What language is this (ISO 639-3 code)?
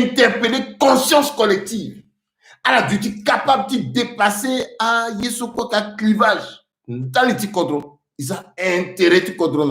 sag